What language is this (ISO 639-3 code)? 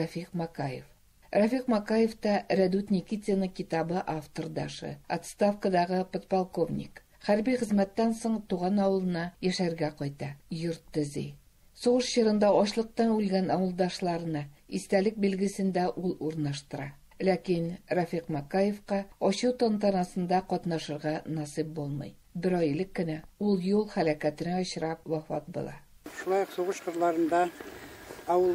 tat